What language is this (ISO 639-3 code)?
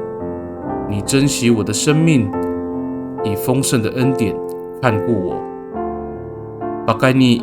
ami